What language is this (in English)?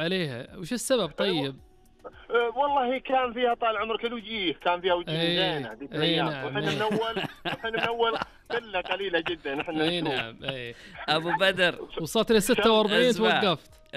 Najdi Arabic